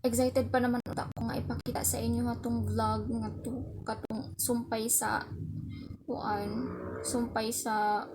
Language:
Cebuano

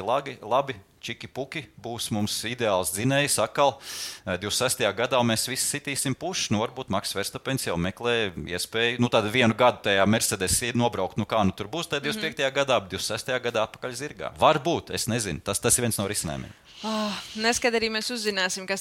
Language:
Latvian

